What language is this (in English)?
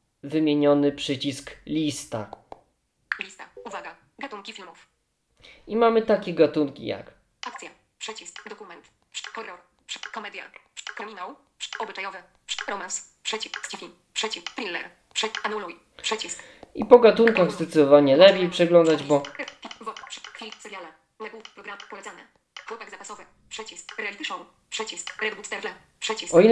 Polish